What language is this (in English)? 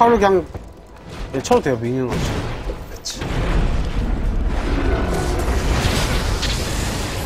Korean